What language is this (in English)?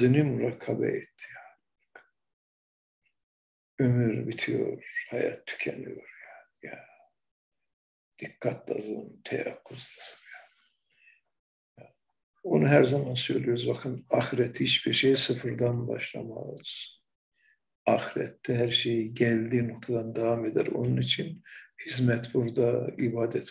Turkish